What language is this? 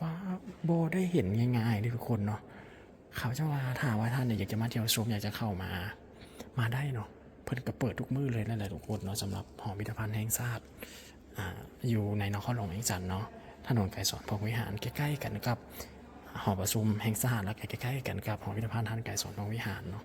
Lao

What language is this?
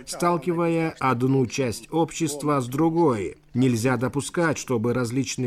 Russian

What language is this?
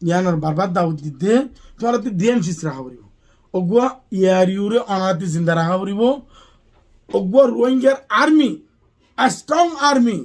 Rohingya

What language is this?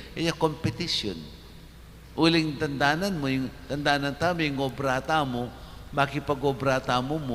Pampanga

